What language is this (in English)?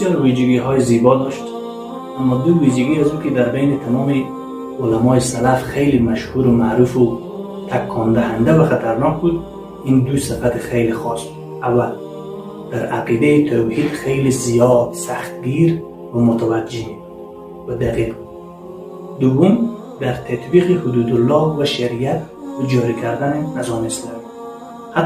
Tajik